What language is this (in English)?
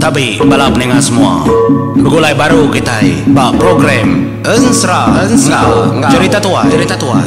Iban